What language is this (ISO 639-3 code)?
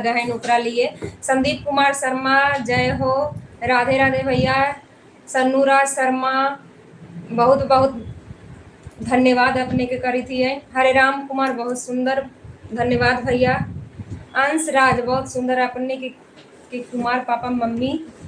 mag